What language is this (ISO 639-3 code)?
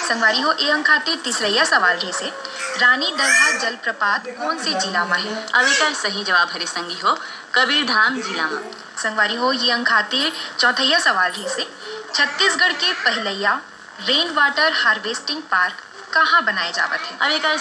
hne